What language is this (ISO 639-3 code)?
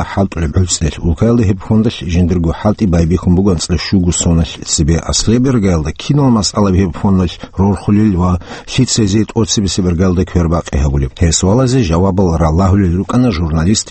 ava